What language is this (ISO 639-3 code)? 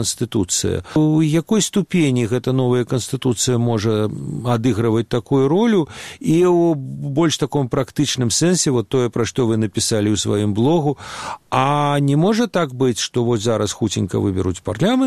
bel